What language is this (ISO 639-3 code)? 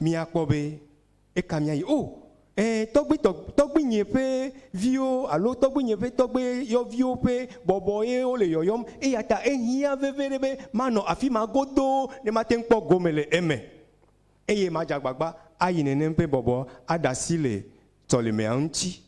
ewe